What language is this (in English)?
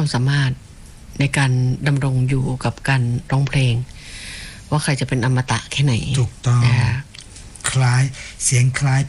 Thai